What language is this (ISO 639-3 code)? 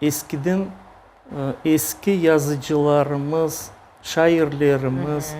crh